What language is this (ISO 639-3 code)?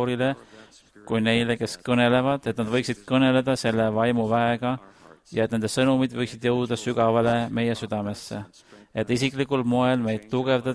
est